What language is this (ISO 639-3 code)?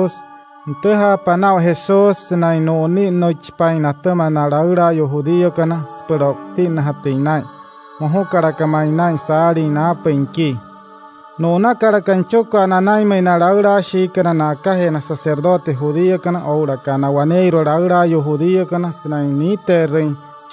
guc